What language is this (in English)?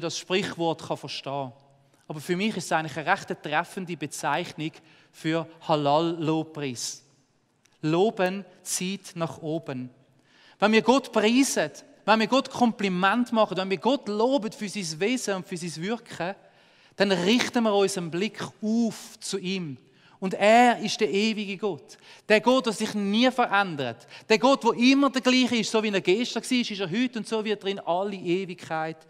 Swiss German